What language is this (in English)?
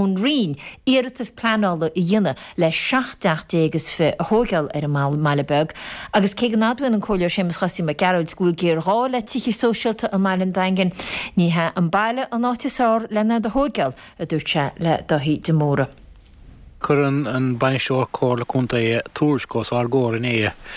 Irish